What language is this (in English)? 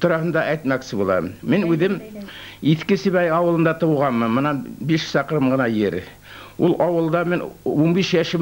Bashkir